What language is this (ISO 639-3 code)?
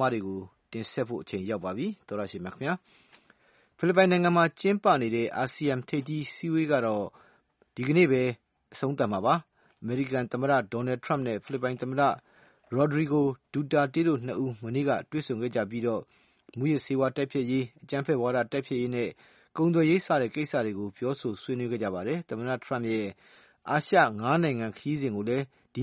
mya